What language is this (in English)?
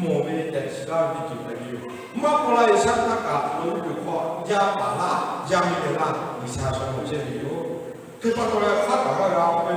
Lahu